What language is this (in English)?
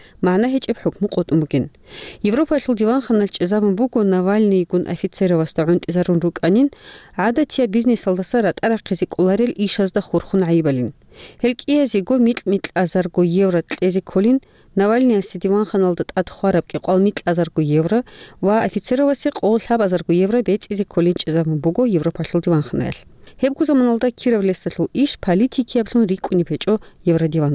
Avaric